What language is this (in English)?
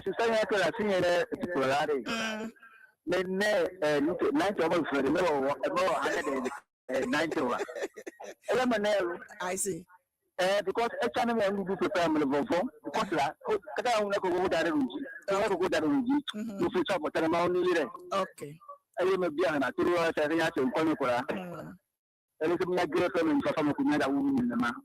Ewe